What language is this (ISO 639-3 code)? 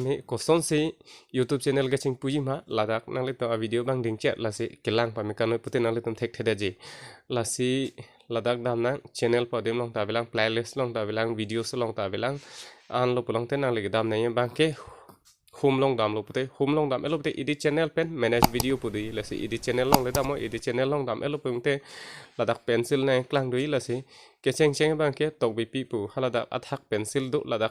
mjw